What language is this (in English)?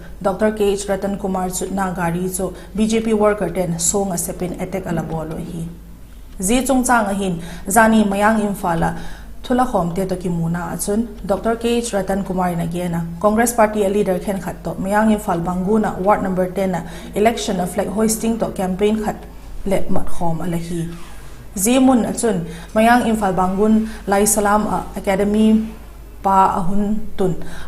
Vaiphei